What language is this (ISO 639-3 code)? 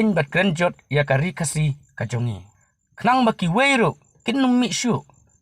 kha